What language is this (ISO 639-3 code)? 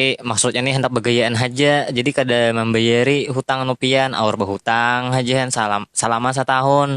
bjn